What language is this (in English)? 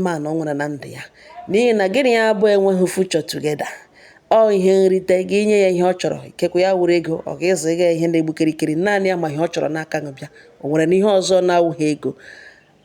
Igbo